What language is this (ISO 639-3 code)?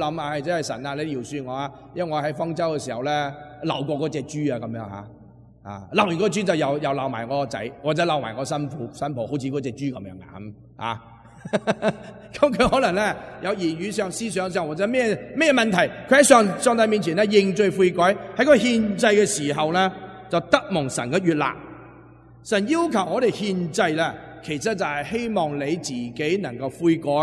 yue